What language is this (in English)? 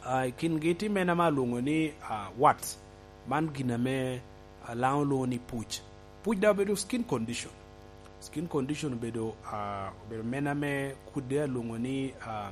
Lango (Uganda)